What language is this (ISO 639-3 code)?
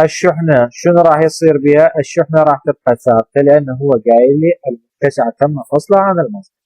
acm